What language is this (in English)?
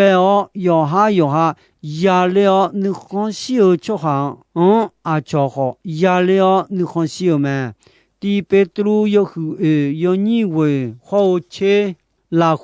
Akha